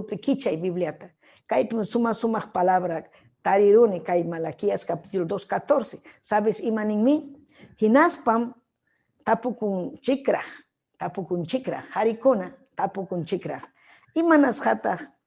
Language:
Ayacucho Quechua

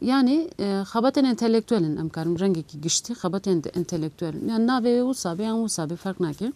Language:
Kurdish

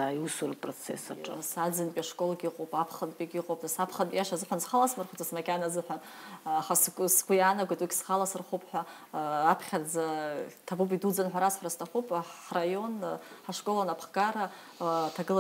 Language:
Abkhazian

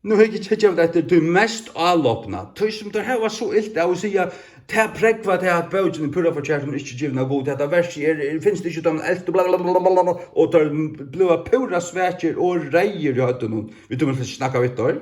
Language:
Faroese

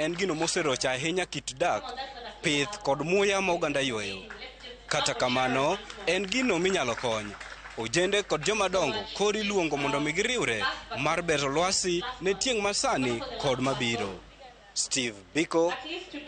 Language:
Luo (Kenya and Tanzania)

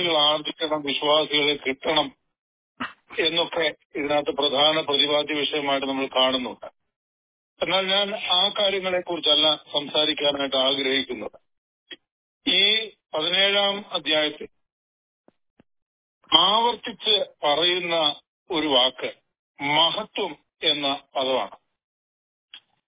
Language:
Malayalam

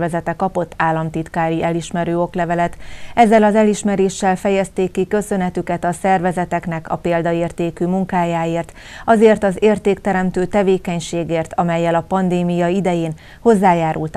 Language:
Hungarian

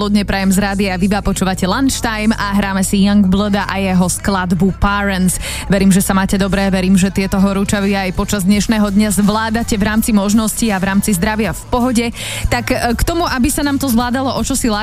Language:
Slovak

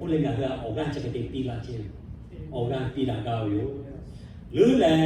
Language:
Lahu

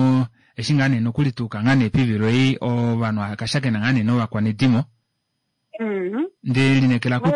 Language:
Kuanyama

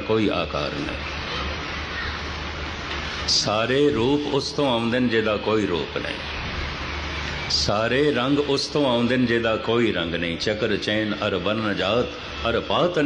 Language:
Punjabi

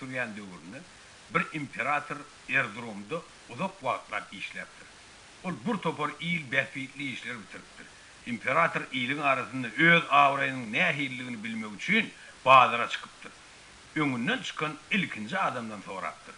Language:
Turkmen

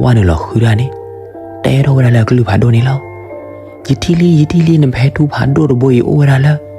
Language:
S'gaw Karen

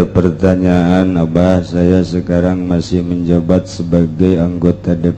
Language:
Sundanese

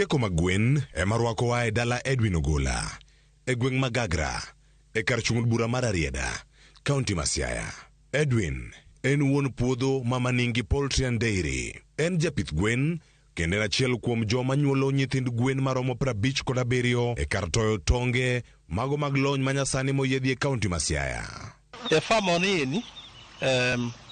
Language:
Luo (Kenya and Tanzania)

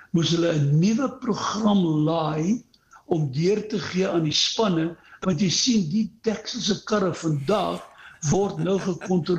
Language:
Afrikaans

